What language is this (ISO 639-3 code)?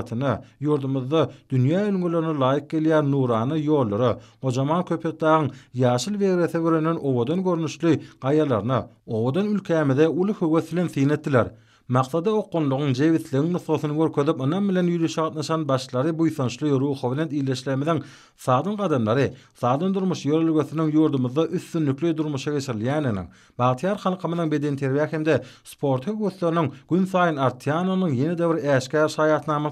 tuk